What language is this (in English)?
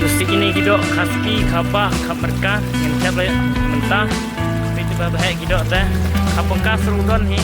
Khasi